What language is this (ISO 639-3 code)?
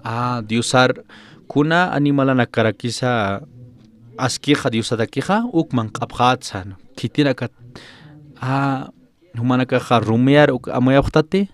aym